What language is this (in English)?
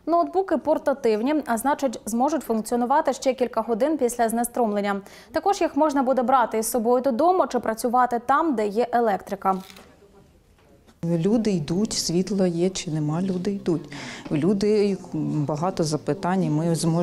Ukrainian